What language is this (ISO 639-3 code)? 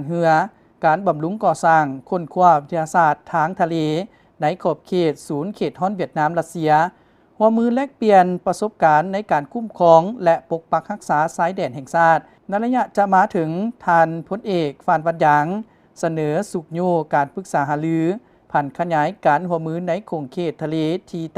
lao